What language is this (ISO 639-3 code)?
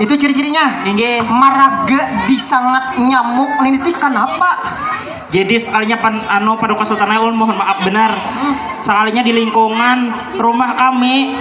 bjn